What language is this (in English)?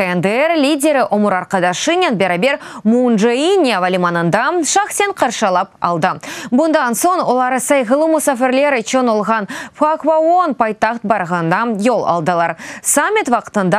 Crimean Tatar